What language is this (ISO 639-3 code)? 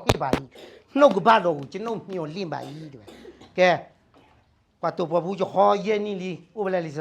ksw